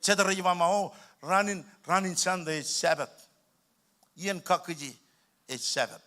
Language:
Marshallese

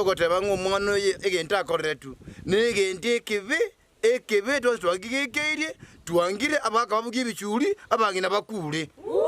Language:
Gusii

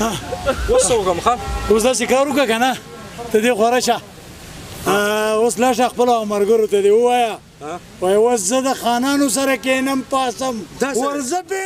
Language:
Pashto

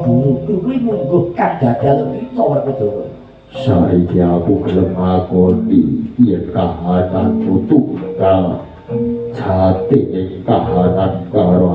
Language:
Javanese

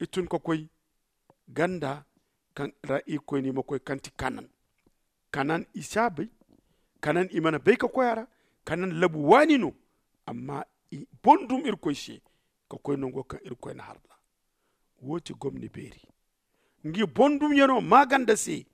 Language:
Zarma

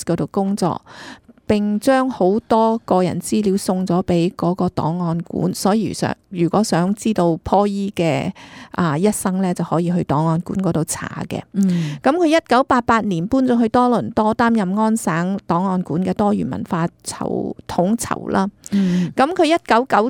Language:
Cantonese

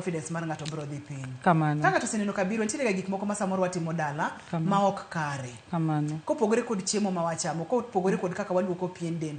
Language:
Luo (Kenya and Tanzania)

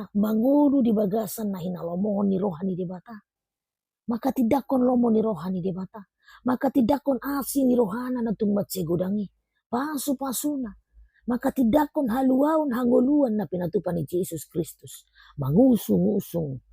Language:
Batak Toba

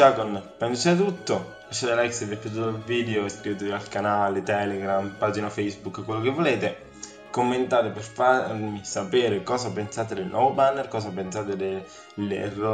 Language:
Italian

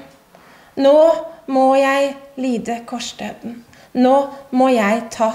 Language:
Norwegian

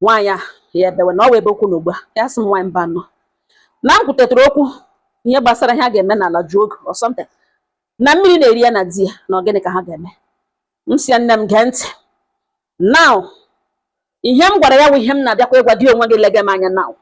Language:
Igbo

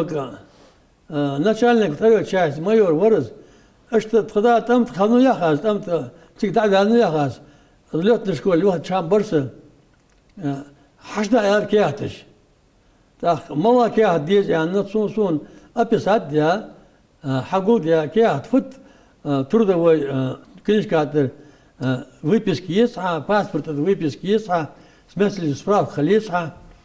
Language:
Ingush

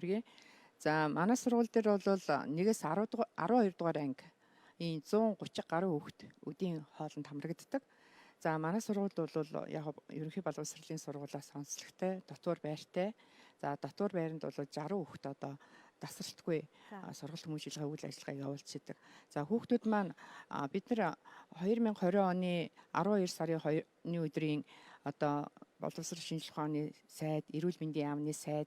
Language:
Mongolian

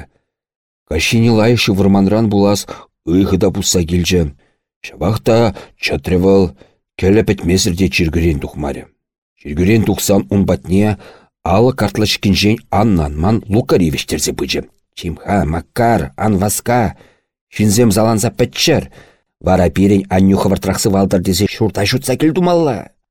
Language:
Chuvash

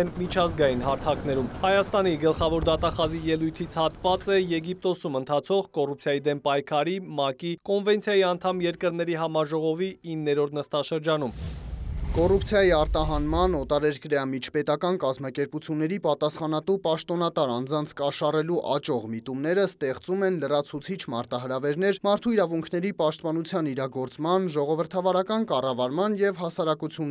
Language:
Armenian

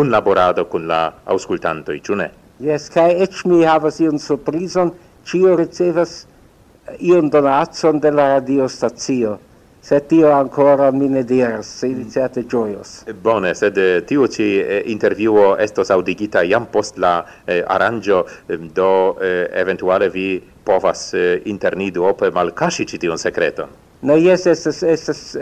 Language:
Esperanto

